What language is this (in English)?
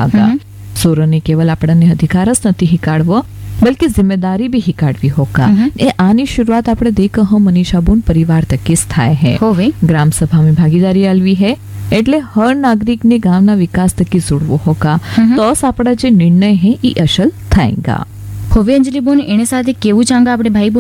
Gujarati